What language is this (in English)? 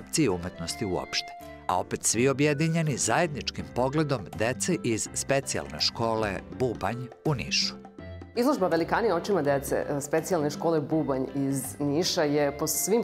Serbian